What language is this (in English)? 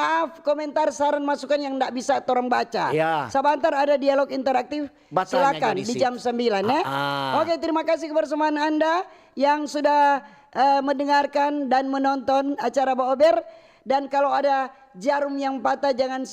Manado Malay